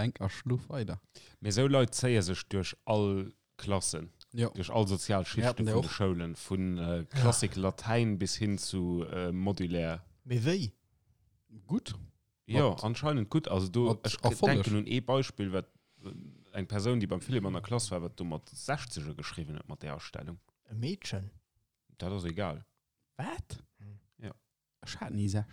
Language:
Luxembourgish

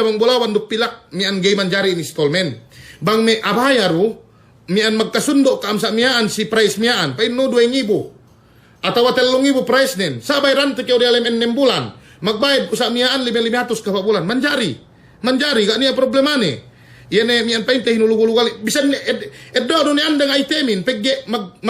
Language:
Yakan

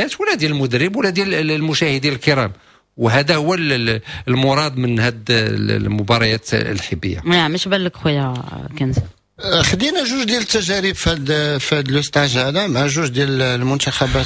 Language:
Moroccan Arabic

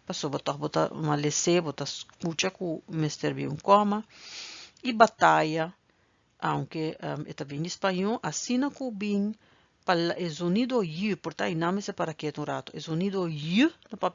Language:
Papiamento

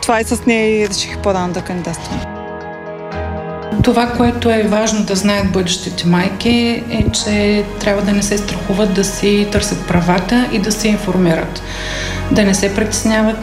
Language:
Bulgarian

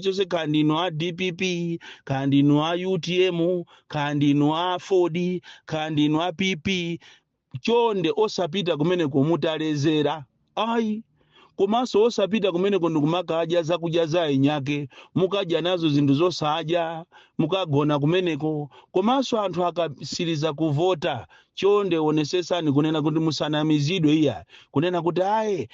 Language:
Nyanja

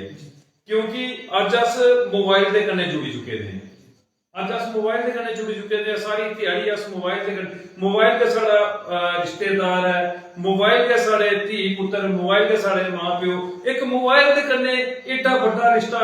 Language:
Dogri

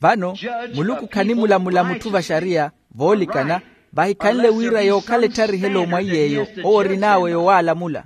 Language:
Makhuwa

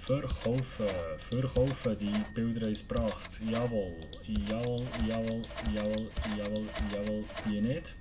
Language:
Swiss German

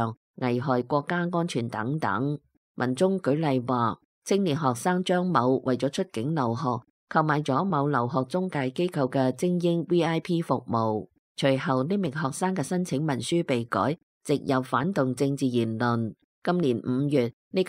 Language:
Cantonese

